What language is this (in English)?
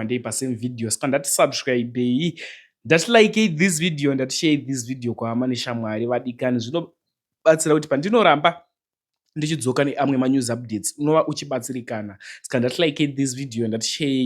Shona